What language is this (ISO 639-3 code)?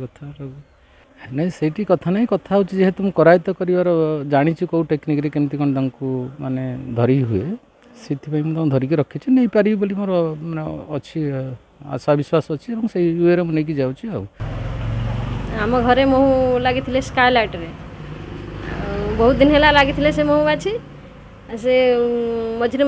ori